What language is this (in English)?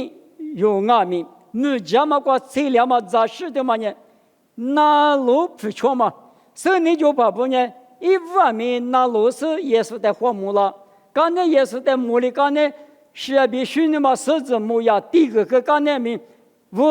Lisu